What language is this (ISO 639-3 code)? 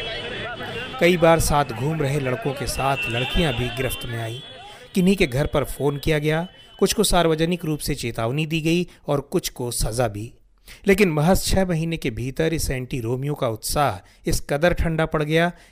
hin